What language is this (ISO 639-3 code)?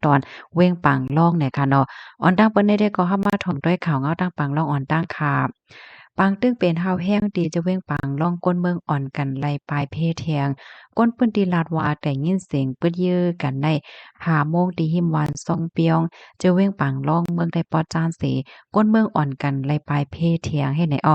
shn